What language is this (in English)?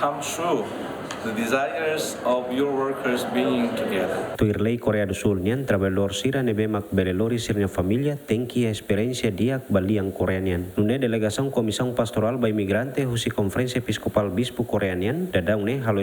Tetum